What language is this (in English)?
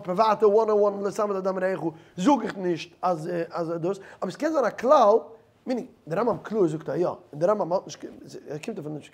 Yiddish